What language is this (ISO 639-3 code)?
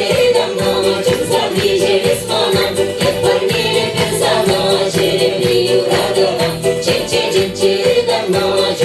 chv